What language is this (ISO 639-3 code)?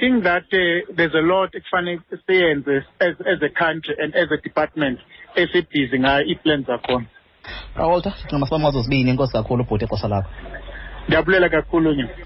xho